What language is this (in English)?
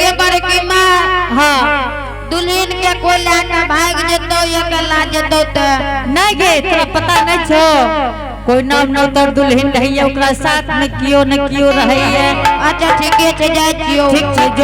Angika